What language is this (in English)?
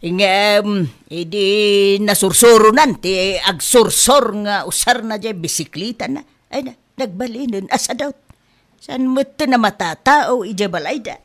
Iloko